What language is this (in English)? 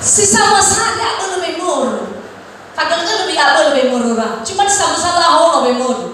Nias